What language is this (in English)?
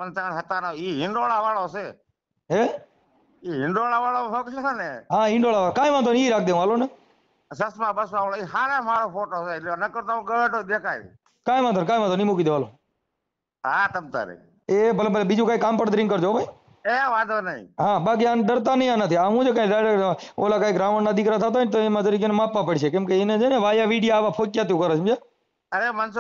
Gujarati